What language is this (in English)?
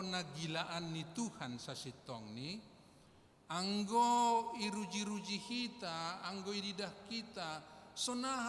Batak Simalungun